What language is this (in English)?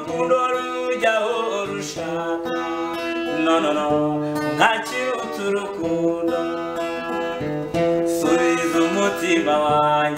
Kinyarwanda